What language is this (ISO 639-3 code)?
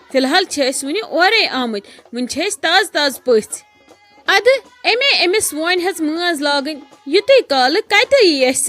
kas